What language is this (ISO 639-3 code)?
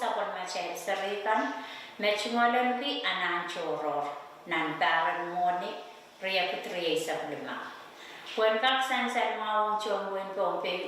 pon